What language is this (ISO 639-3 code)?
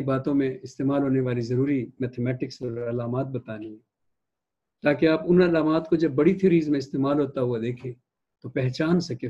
urd